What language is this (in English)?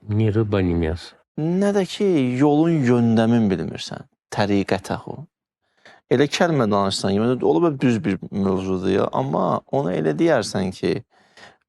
Azerbaijani